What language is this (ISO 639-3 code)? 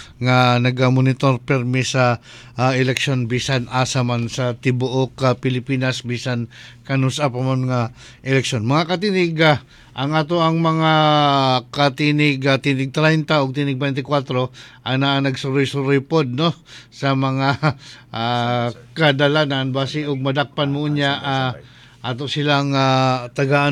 ceb